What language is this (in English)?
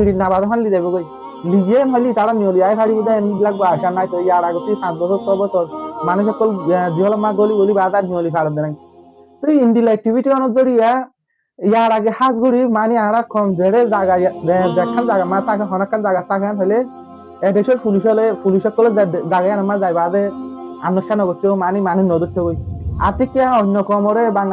Rohingya